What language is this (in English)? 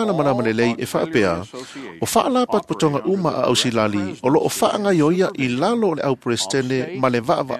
Samoan